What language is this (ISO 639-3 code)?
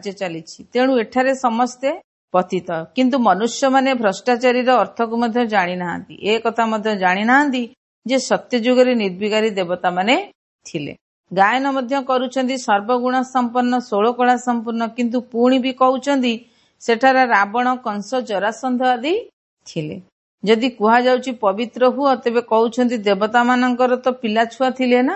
ori